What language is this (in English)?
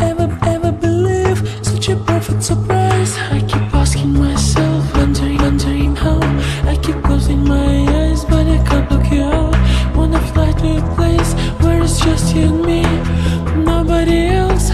English